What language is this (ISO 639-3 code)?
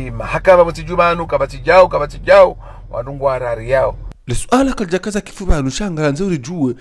zdj